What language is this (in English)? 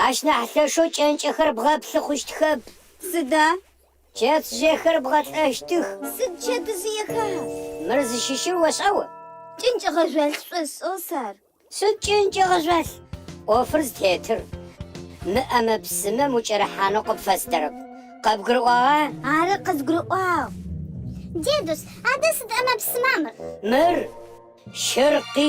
Adyghe